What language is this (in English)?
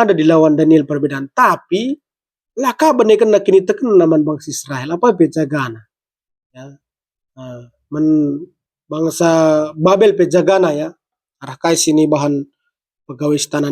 Batak Karo